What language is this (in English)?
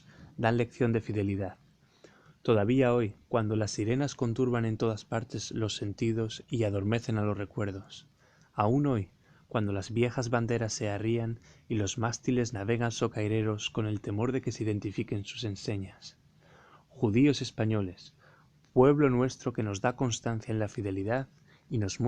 Ladino